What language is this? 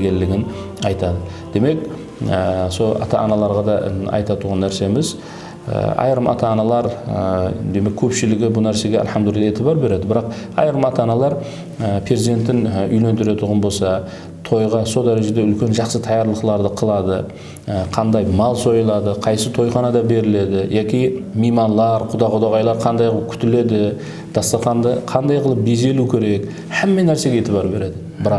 Kara-Kalpak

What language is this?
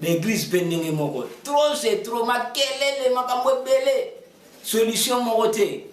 Lingala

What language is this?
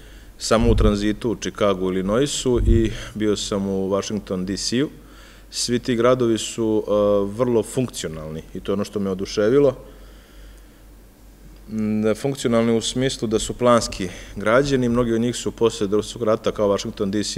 Serbian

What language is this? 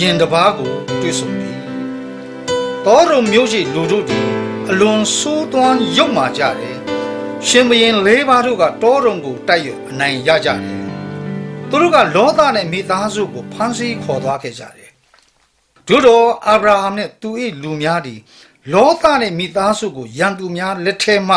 Burmese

